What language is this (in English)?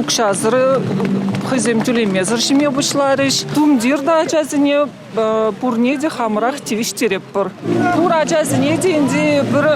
Chuvash